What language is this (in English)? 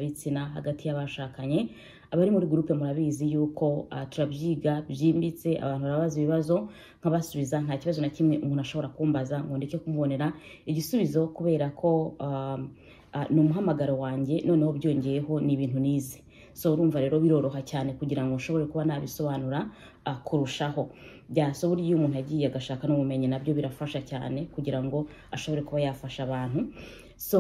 Kinyarwanda